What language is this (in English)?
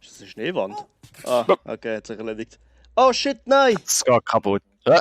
Swiss German